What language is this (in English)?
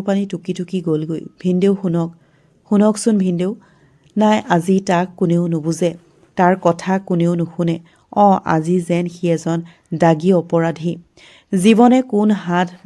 Assamese